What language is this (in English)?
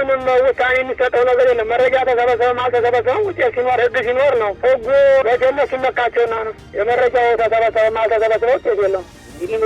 Amharic